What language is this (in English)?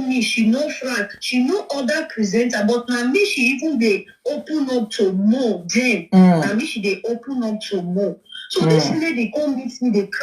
Nigerian Pidgin